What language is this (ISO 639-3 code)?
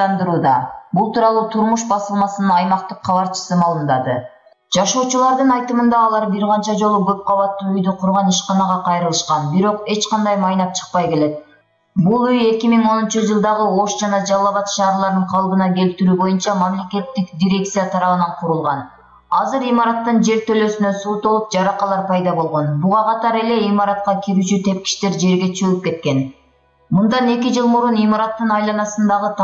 kir